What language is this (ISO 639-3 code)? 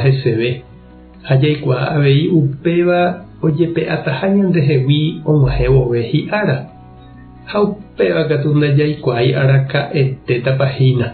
grn